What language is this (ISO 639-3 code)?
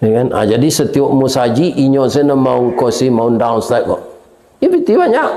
min